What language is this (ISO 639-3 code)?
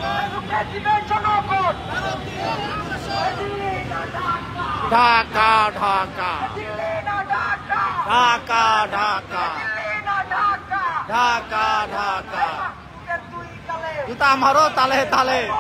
ben